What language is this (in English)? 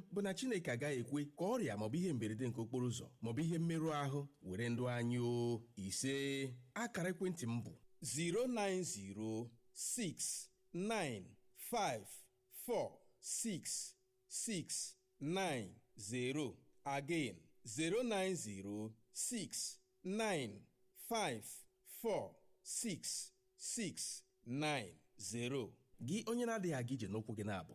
Igbo